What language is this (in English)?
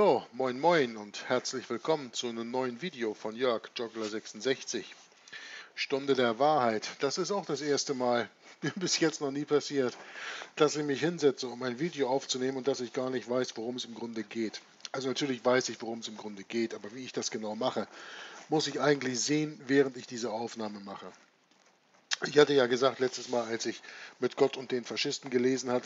German